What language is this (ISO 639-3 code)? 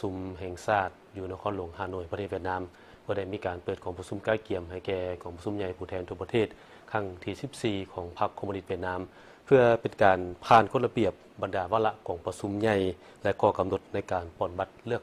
lao